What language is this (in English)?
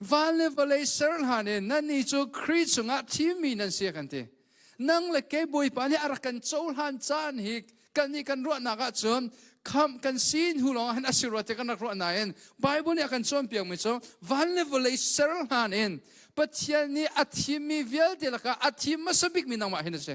Hakha Chin